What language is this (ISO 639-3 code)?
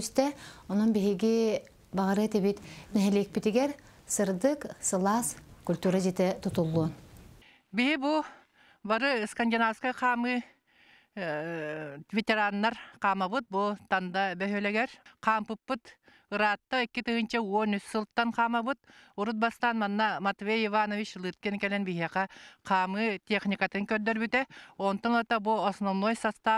sah